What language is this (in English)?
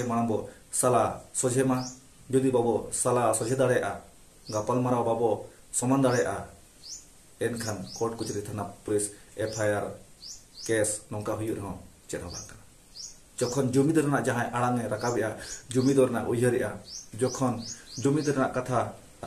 Santali